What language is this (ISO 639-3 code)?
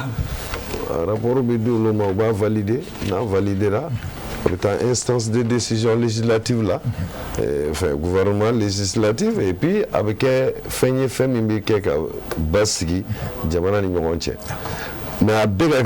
bam